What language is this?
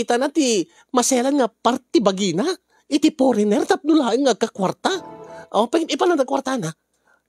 Iloko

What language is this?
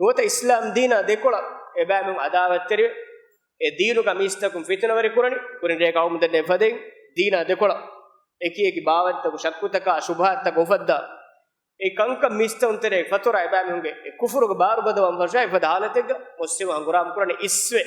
Divehi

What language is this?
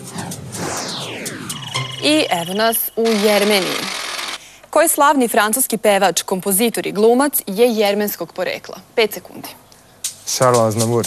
Serbian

